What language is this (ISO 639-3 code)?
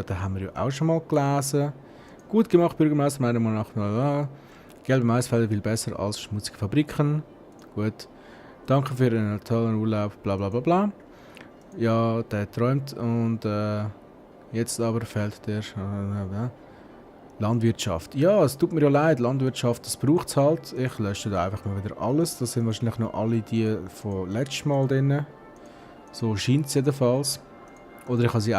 gsw